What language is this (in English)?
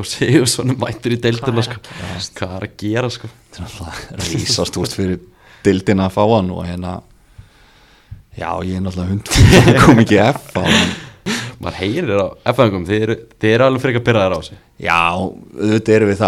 Icelandic